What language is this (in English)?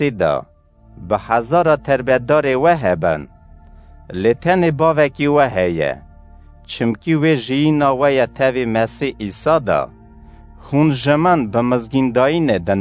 Kurdish